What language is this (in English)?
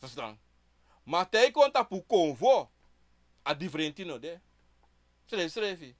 Sranan Tongo